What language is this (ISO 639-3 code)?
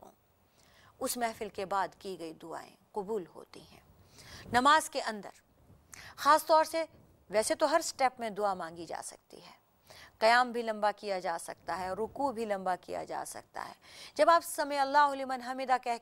urd